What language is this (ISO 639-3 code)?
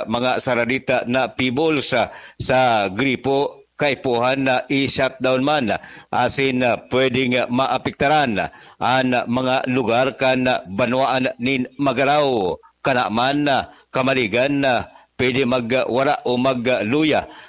bik